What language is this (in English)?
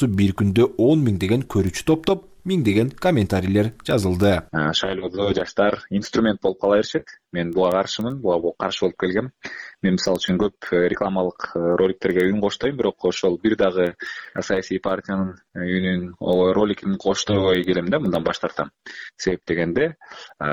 Kyrgyz